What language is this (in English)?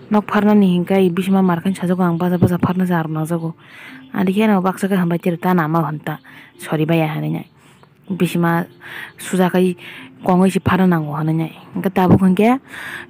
Kok Borok